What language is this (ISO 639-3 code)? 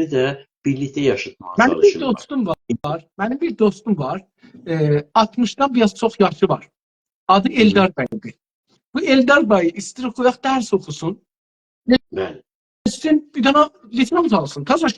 azb